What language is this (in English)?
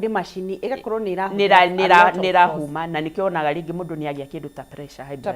Kikuyu